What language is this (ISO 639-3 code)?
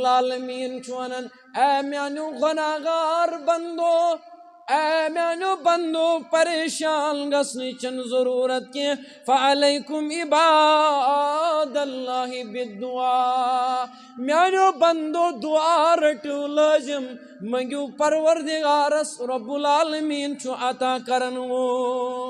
kas